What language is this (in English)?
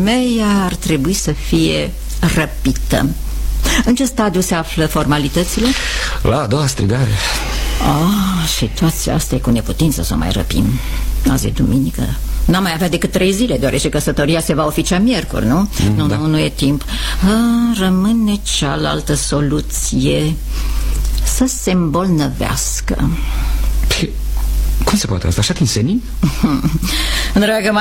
Romanian